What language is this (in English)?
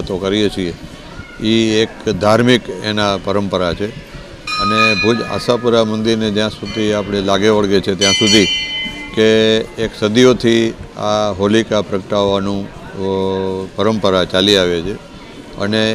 Gujarati